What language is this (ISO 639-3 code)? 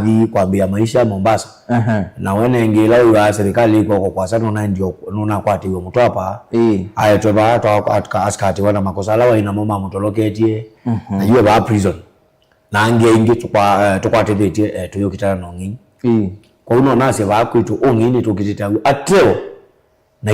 kam